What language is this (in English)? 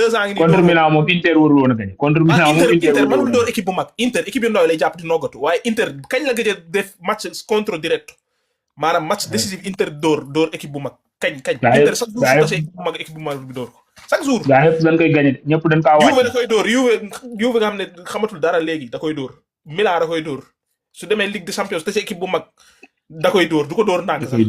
Wolof